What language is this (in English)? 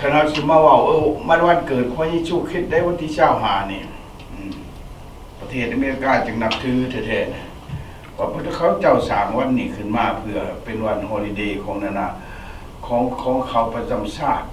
Lao